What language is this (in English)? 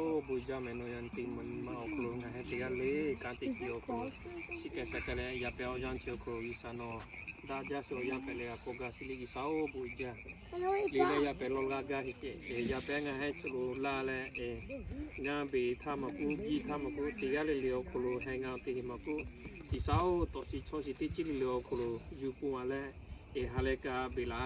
Lahu